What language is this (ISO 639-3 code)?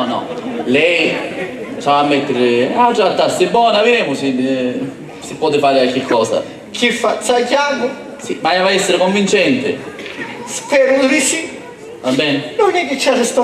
scn